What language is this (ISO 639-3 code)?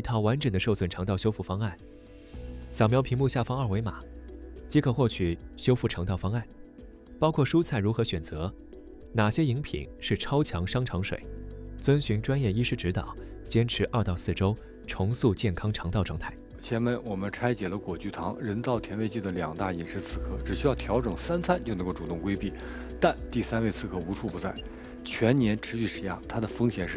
zho